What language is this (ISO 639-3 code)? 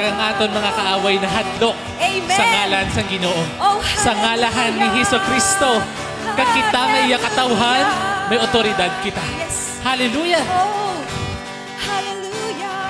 hil